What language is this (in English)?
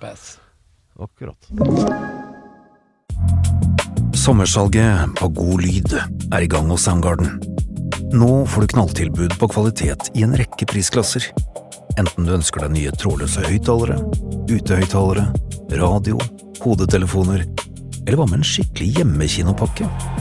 Norwegian